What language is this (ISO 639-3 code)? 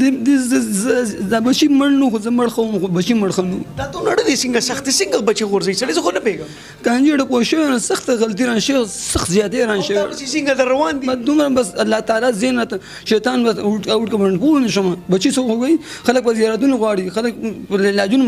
pus